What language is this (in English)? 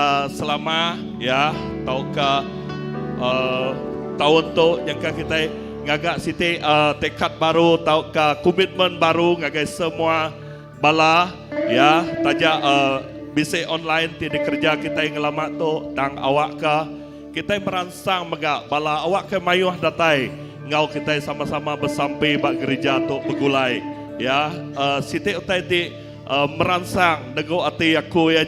Iban